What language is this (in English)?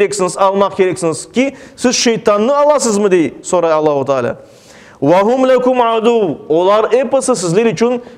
Crimean Tatar